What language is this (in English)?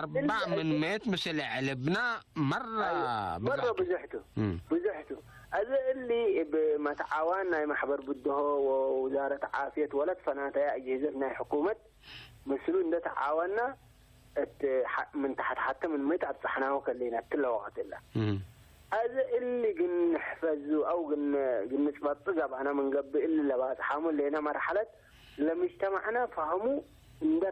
Tigre